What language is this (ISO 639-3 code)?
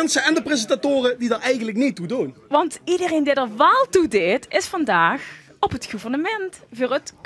lim